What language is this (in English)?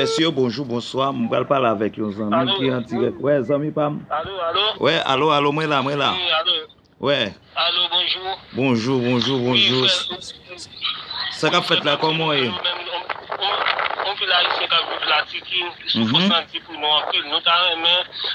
Haitian Creole